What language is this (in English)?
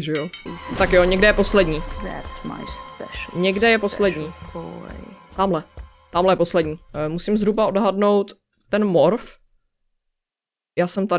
Czech